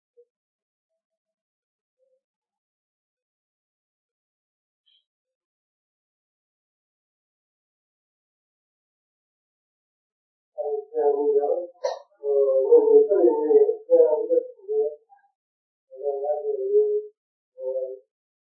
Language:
Burmese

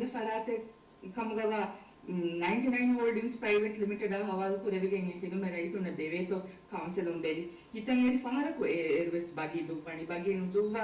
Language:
Divehi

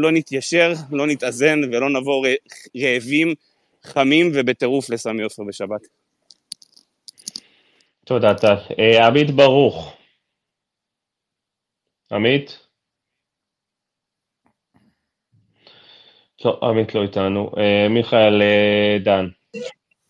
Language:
Hebrew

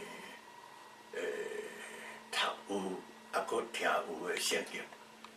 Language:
Min Nan Chinese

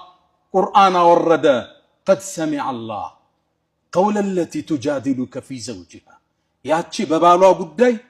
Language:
Amharic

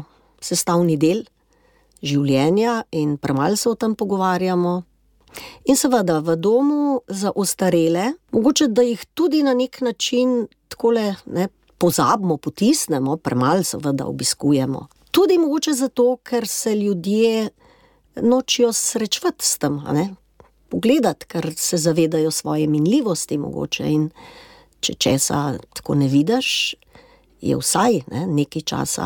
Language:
Slovenian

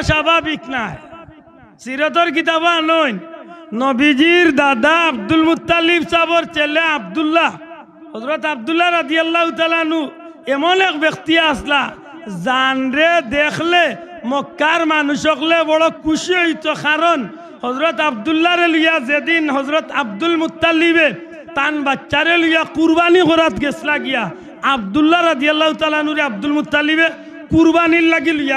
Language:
Sylheti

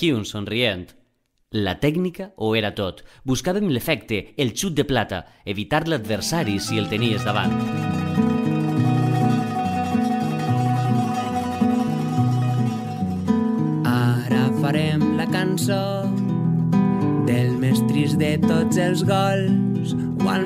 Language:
Catalan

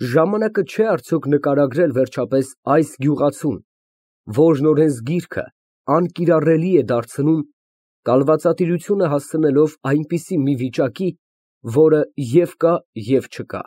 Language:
Armenian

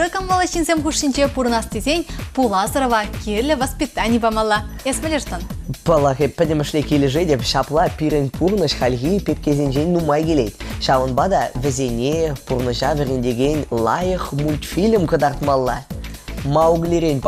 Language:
Chuvash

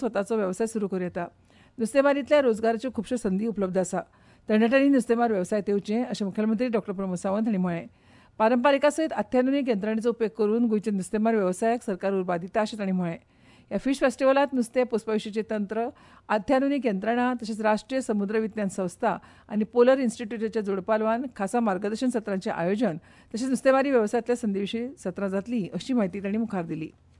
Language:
Konkani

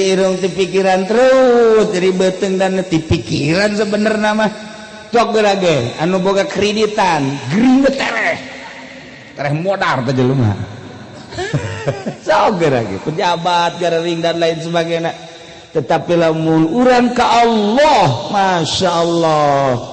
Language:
Sundanese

